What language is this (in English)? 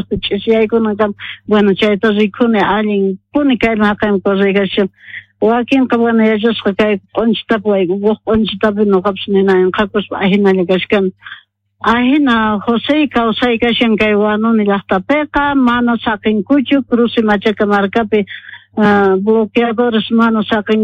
South Bolivian Quechua